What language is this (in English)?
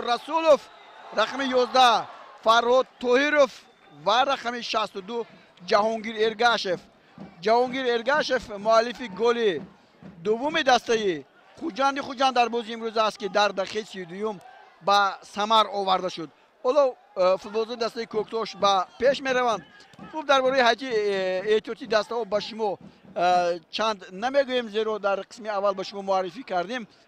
Tajik